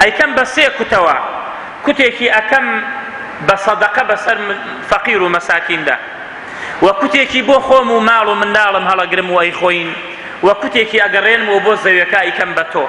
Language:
Central Kurdish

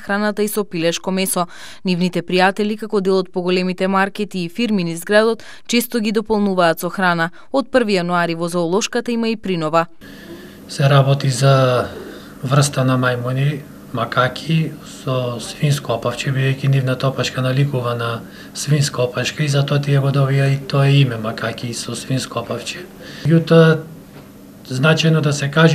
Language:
Macedonian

